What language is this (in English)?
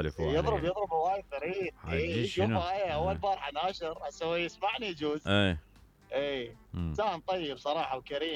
Mesopotamian Arabic